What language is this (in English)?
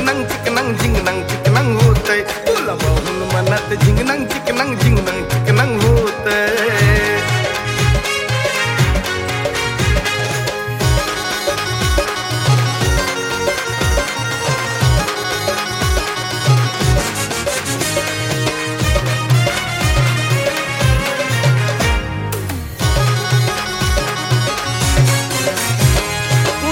Marathi